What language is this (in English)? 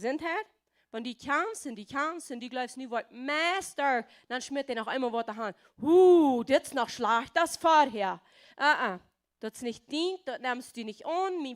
Plautdietsch